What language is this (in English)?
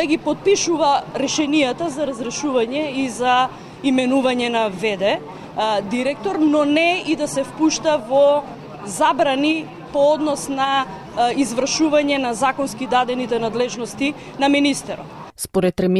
Macedonian